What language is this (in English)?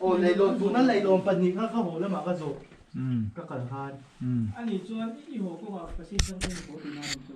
Mizo